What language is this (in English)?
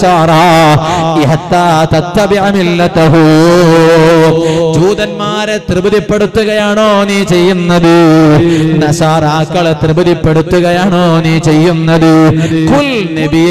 Malayalam